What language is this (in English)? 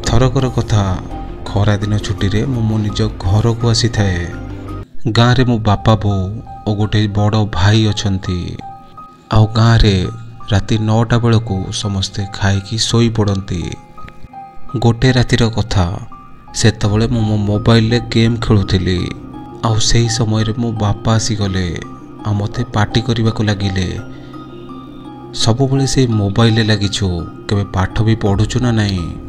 Odia